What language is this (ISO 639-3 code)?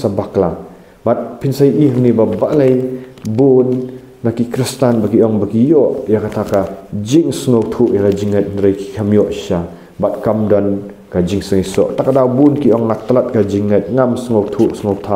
kha